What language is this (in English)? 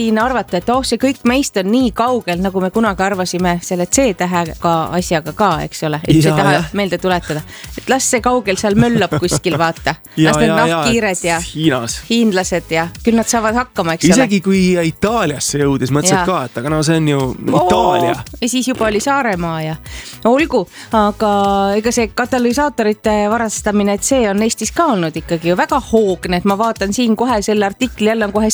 Estonian